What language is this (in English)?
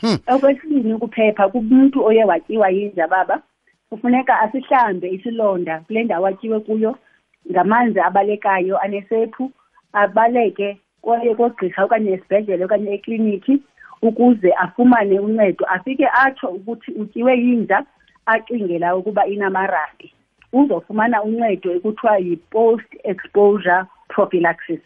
Xhosa